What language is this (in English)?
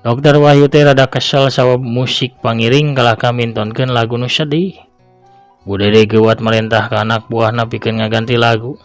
Sundanese